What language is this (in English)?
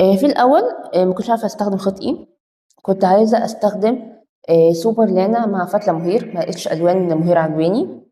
Egyptian Arabic